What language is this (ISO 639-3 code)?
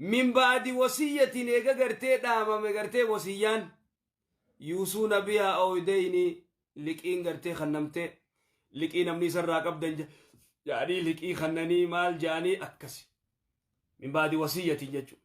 orm